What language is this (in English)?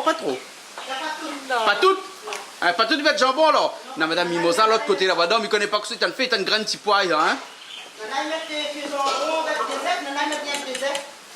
Réunion Creole French